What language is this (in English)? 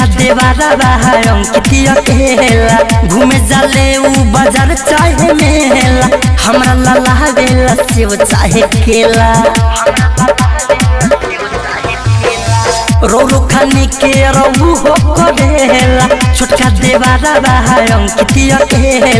Bhojpuri